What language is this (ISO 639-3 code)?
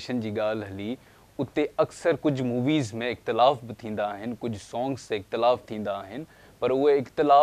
snd